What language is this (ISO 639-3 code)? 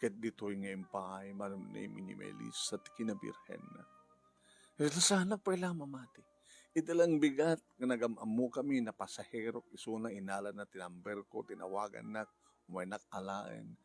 ilo